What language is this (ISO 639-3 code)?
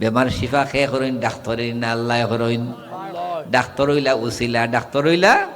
syl